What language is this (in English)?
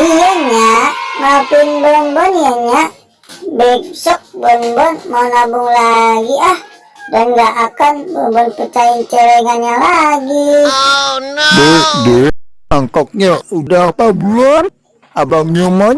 Betawi